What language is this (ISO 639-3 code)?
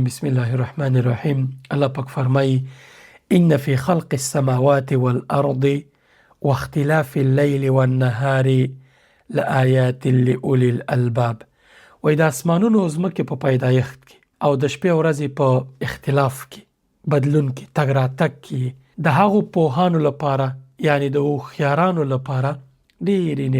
pus